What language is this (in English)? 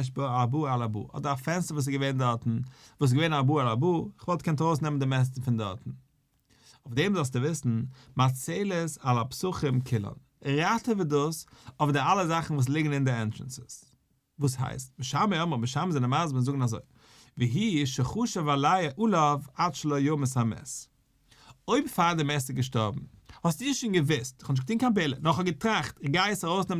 Yiddish